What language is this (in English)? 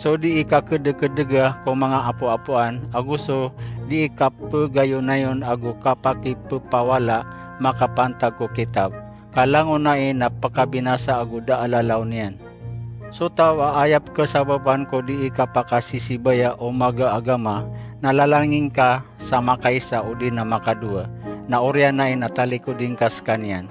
Maranao